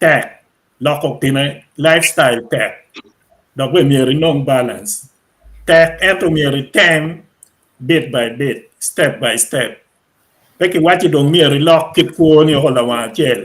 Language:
Acoli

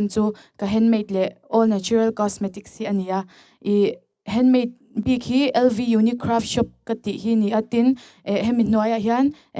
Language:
Mizo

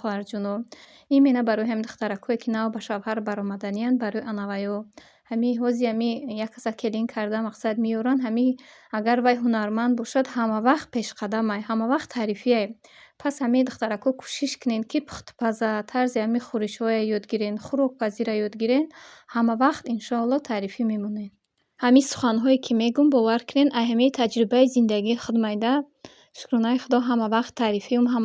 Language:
Tajik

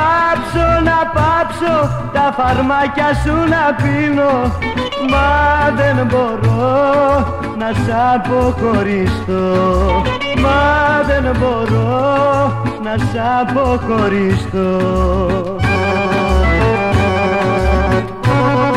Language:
Greek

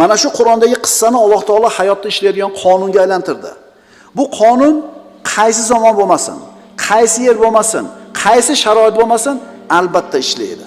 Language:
Uzbek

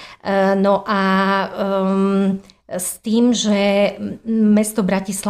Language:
Slovak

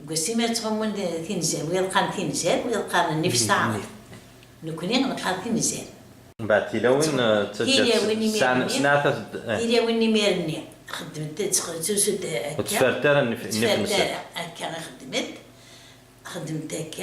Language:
Kabyle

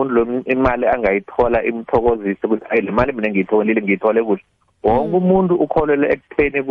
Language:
South Ndebele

